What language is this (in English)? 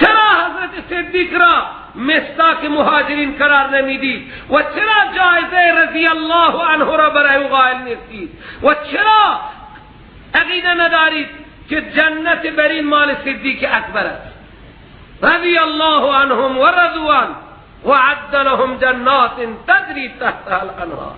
Persian